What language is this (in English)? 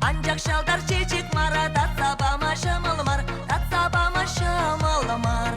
Chuvash